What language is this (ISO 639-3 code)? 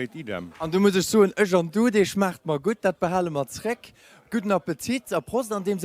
ltz